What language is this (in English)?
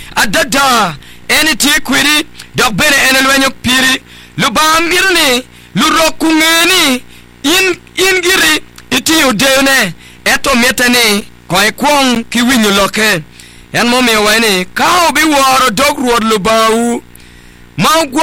Acoli